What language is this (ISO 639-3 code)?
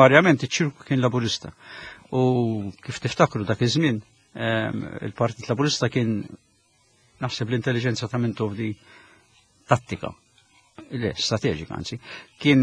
mlt